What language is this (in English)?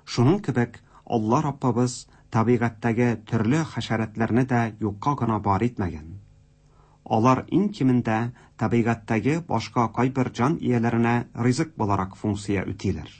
Tatar